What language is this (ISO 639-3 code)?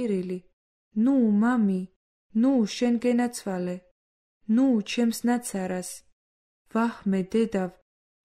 kat